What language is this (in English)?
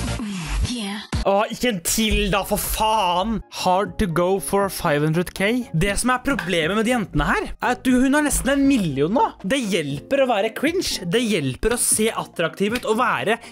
Norwegian